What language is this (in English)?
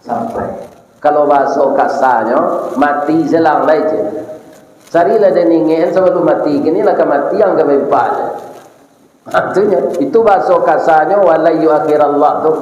Minangkabau